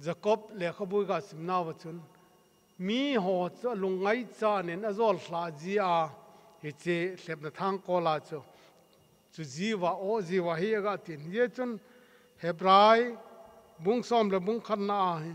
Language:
Thado Chin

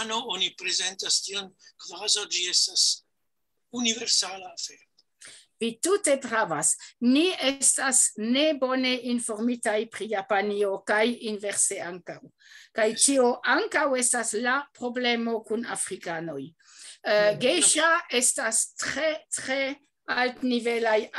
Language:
Esperanto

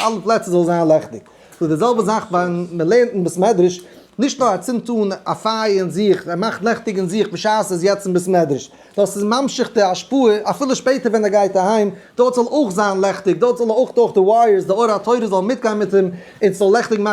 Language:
Yiddish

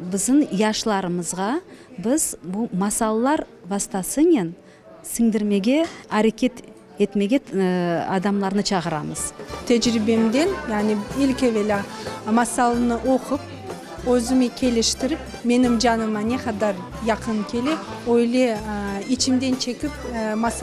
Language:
Crimean Tatar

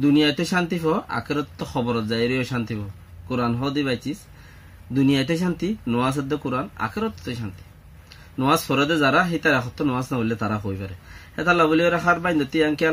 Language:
Rohingya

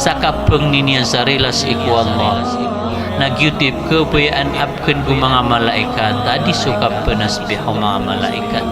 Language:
Maranao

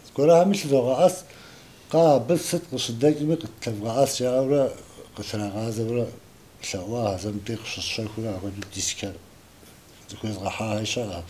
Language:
Kabardian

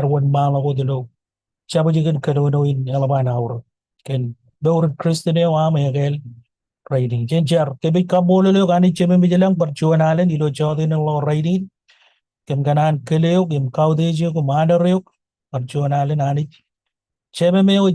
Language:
Marshallese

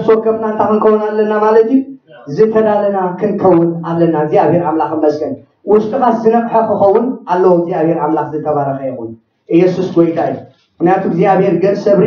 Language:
Tigrinya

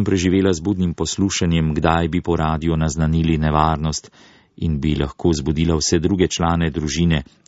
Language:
Slovenian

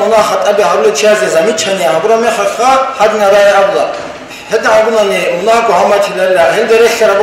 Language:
Avaric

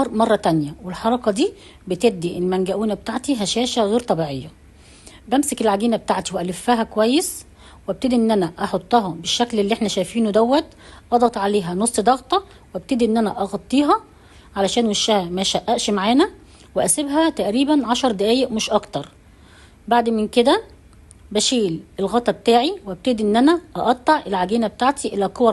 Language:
Egyptian Arabic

